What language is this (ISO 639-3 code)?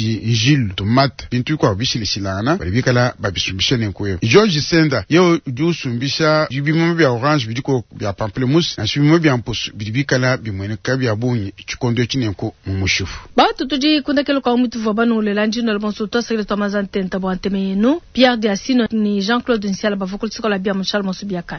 lua